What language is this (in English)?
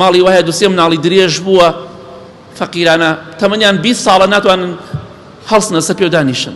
Central Kurdish